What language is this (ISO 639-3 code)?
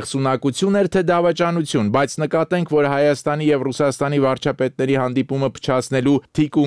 hye